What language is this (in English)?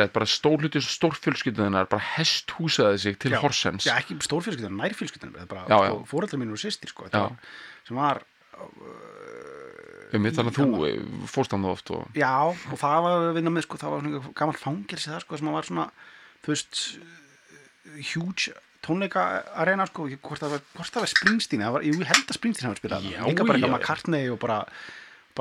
Icelandic